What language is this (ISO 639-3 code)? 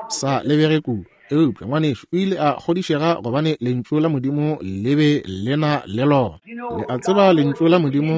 nso